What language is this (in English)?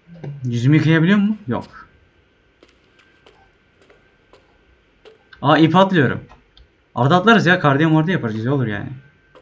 Turkish